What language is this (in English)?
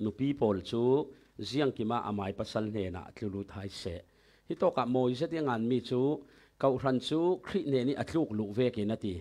Falam Chin